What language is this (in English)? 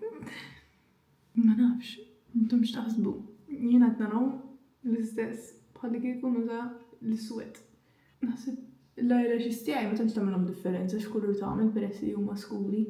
Maltese